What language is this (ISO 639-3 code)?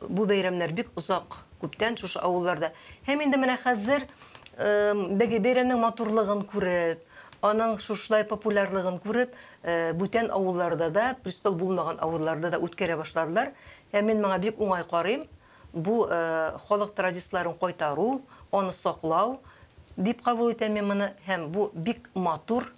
tat